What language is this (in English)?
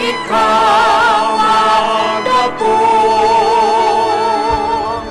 Bikol